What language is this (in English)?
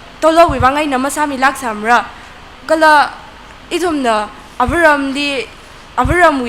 Tangkhul Naga (India)